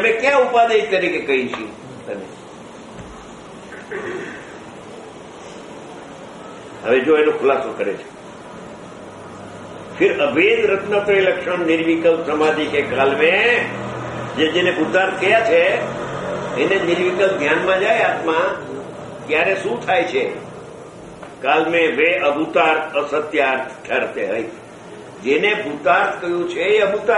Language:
Gujarati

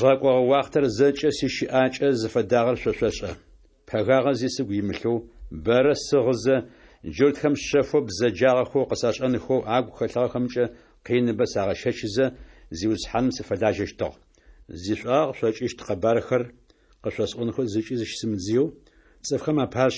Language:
Adyghe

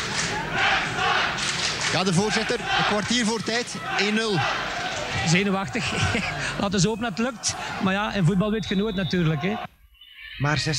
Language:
Dutch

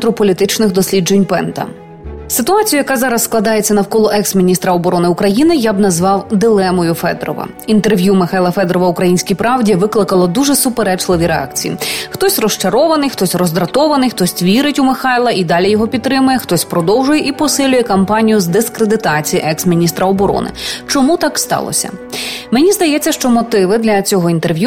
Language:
Ukrainian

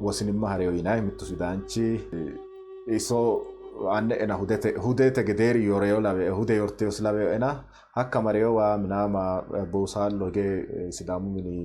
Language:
Sidamo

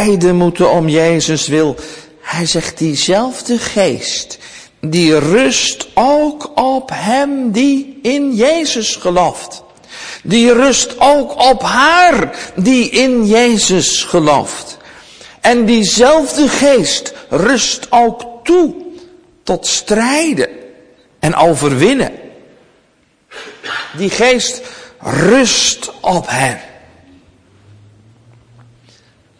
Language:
Dutch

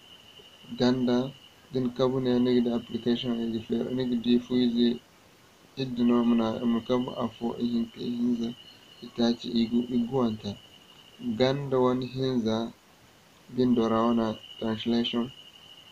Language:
Zarma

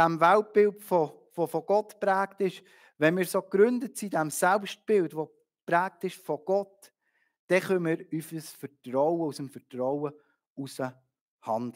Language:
Swiss German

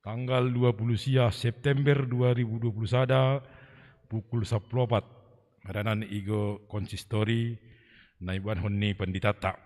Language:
Batak Simalungun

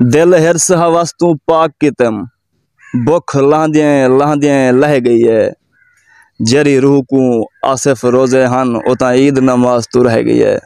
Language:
Saraiki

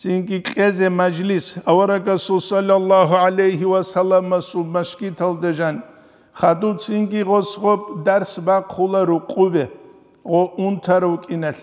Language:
Avaric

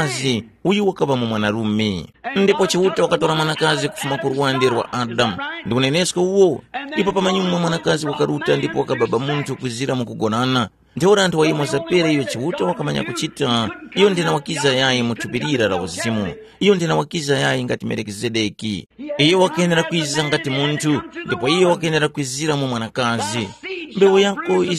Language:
Tumbuka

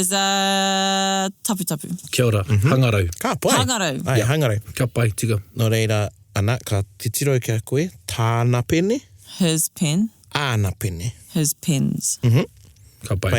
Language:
Māori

